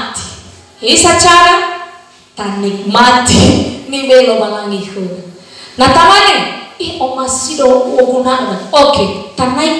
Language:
Nias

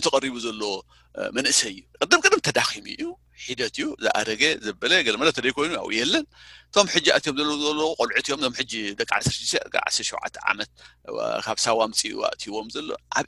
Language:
Tigrinya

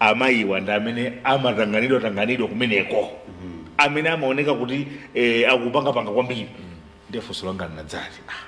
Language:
Nyanja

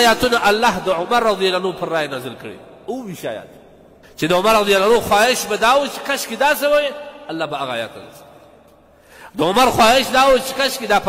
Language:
Pashto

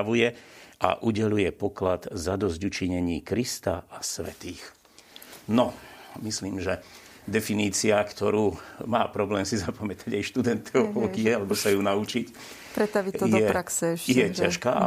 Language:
Slovak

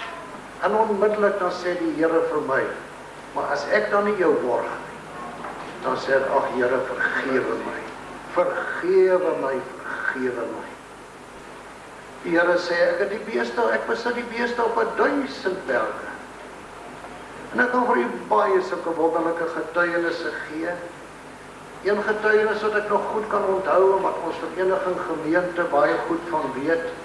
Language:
Afrikaans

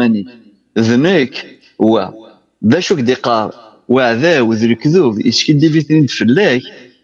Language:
Kabyle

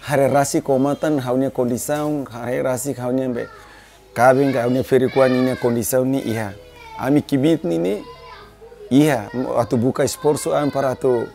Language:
Tetum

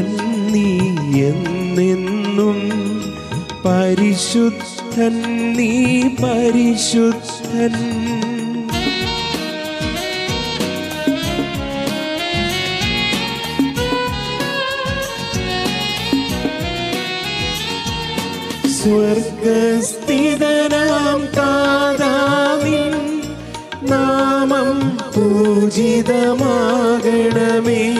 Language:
Malayalam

